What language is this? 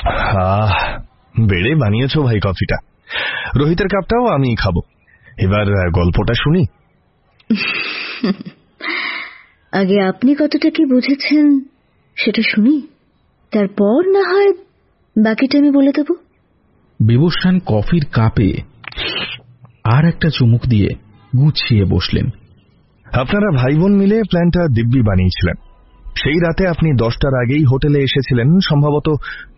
Bangla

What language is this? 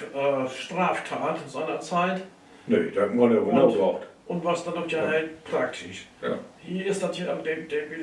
Low German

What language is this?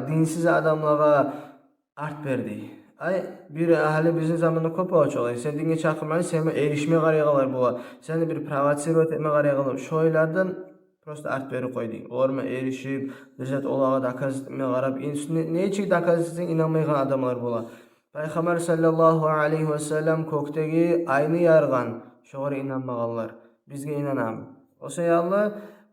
Kumyk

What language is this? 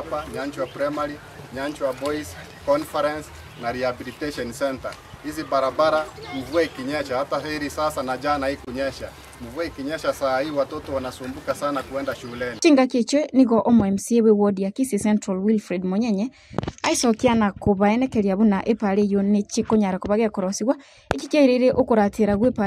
Gusii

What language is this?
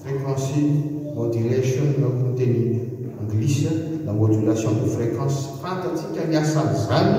Malagasy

